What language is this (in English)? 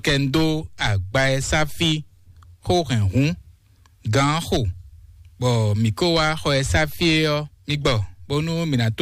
Fon